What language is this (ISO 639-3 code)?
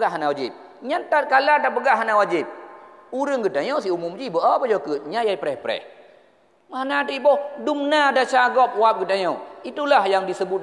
ace